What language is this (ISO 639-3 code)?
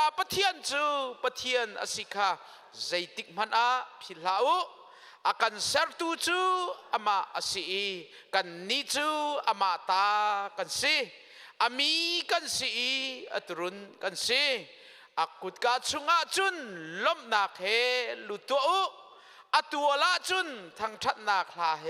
cnh